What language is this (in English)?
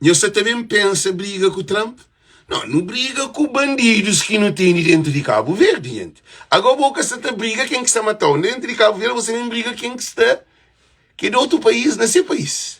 Kabuverdianu